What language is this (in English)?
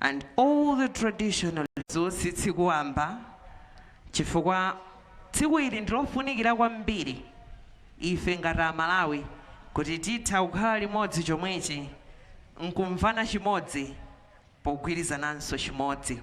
Nyanja